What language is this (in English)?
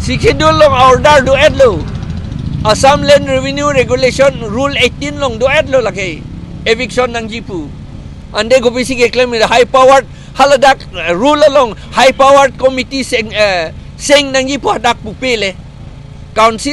Karbi